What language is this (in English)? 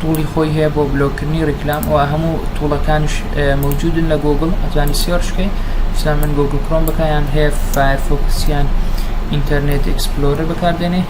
Central Kurdish